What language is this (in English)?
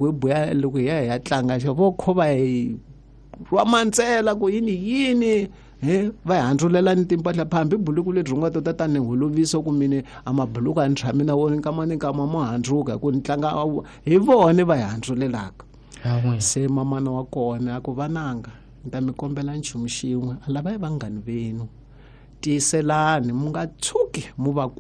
Tsonga